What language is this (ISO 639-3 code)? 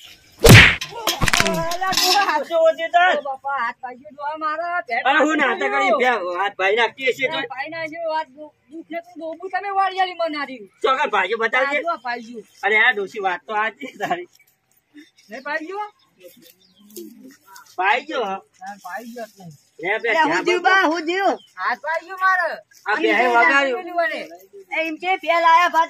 guj